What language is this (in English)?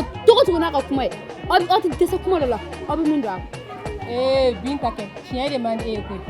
Bambara